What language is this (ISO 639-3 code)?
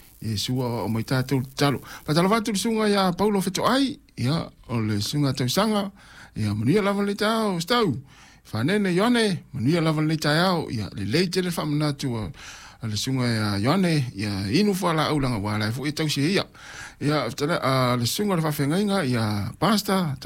smo